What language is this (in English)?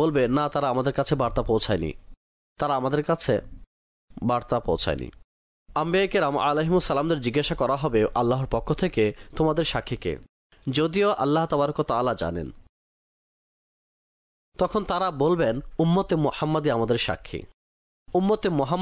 Bangla